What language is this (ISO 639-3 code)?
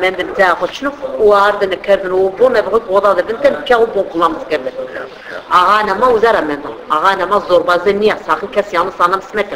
zza